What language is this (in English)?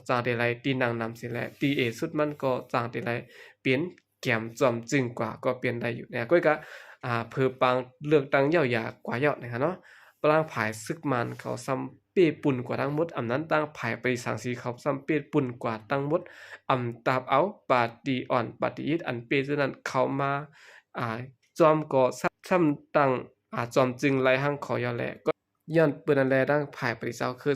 Shan